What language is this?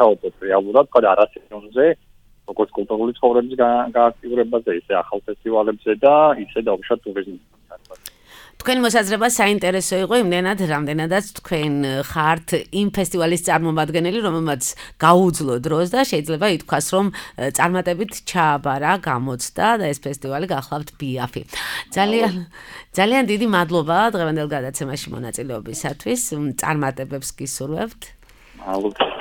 Georgian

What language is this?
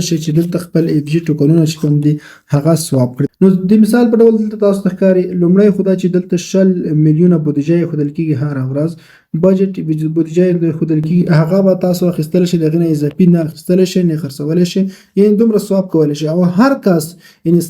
Pashto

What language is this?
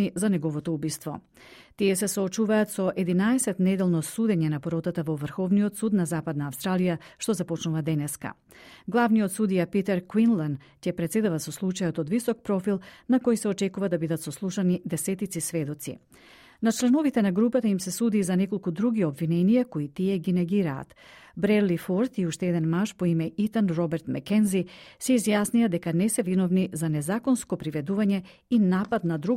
Macedonian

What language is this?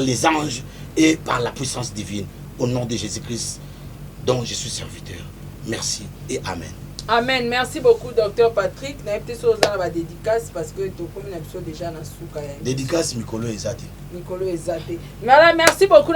Lingala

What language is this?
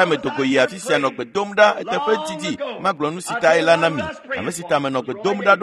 Ewe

